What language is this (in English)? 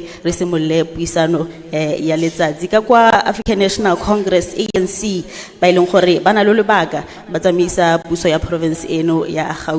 Tswana